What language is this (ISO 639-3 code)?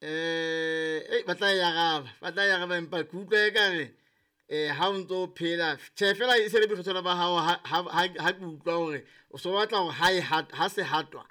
sot